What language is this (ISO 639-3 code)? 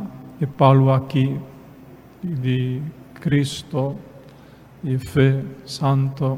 pap